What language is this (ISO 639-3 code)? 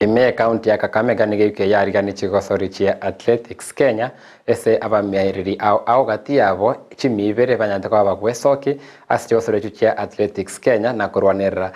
guz